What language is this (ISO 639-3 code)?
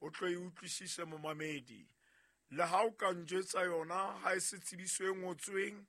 sot